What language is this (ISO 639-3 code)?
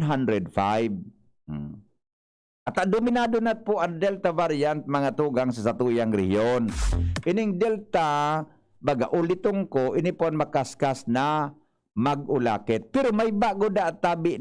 bik